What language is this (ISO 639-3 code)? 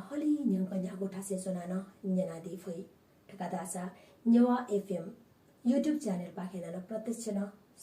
new